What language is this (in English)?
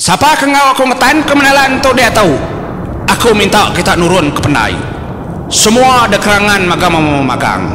Iban